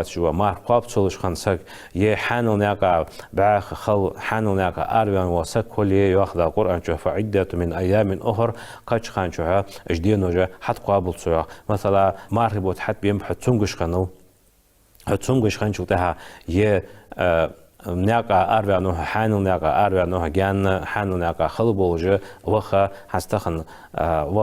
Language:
Ingush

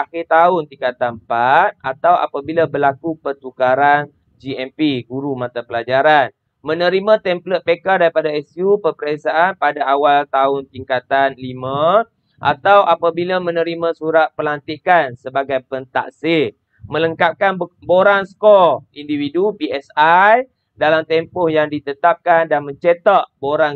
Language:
Malay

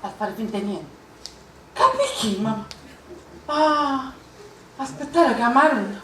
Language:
Sicilian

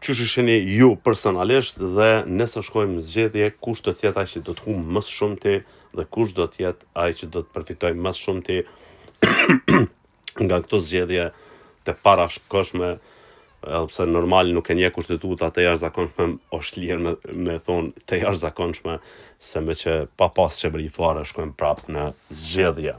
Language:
Albanian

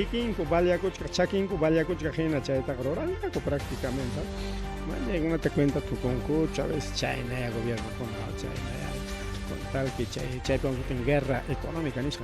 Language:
Ayacucho Quechua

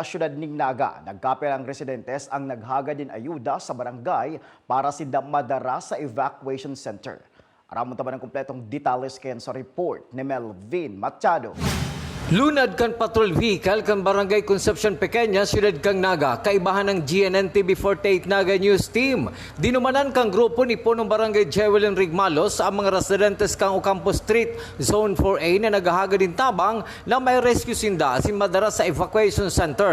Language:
Bikol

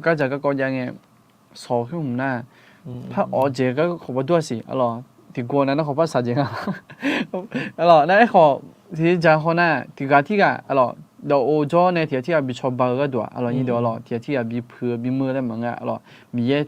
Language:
Akha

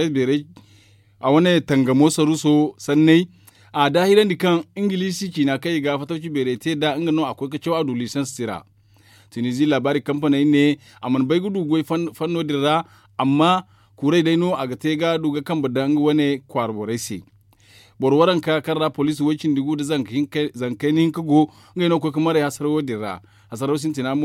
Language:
Zarma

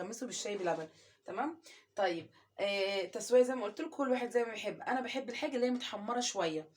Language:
Egyptian Arabic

